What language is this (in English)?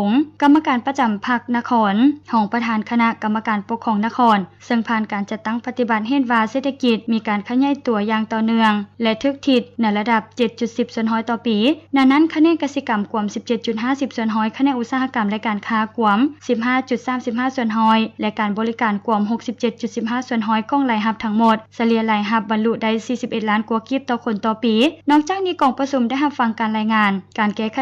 Lao